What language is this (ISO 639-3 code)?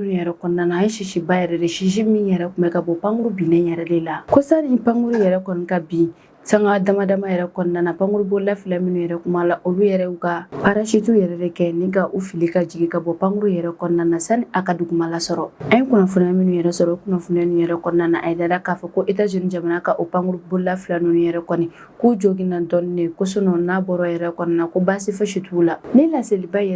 bam